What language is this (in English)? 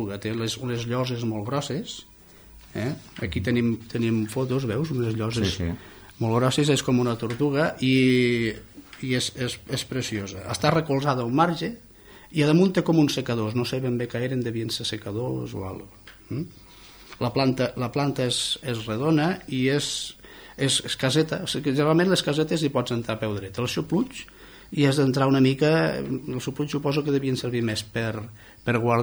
Catalan